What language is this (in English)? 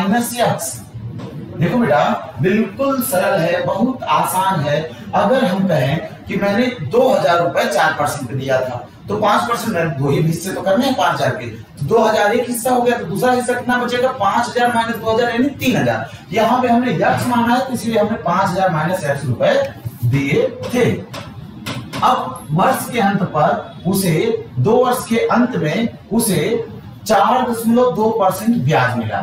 Hindi